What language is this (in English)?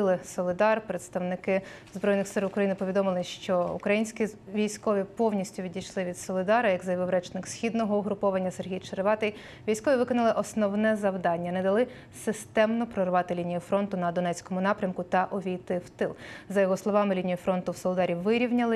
Ukrainian